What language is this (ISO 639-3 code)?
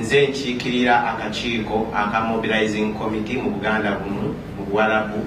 xog